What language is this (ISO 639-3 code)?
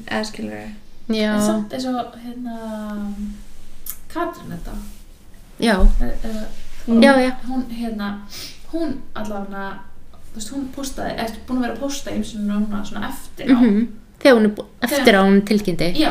isl